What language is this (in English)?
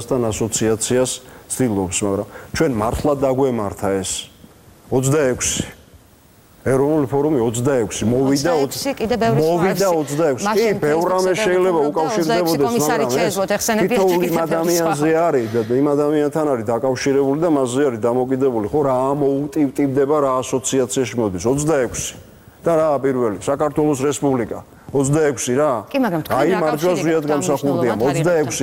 Georgian